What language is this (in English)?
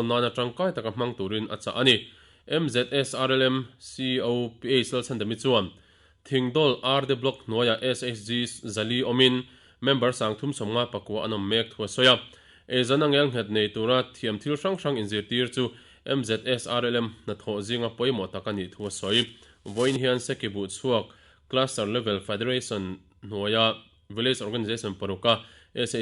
Mizo